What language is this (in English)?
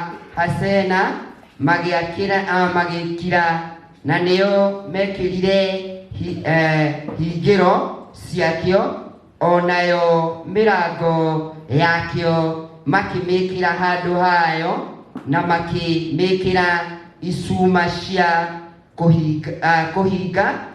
Kikuyu